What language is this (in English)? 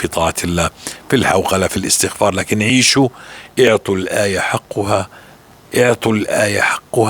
North Levantine Arabic